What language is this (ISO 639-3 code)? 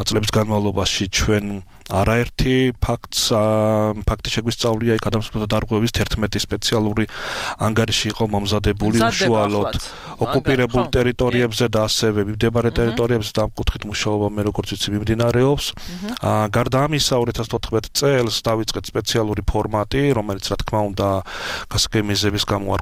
kat